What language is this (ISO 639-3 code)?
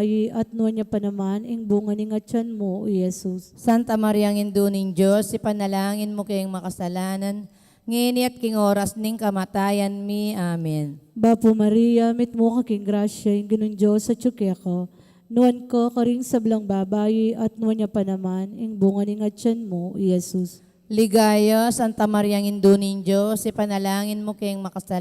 pam